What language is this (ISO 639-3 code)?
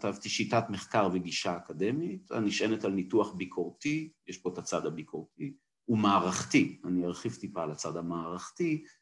heb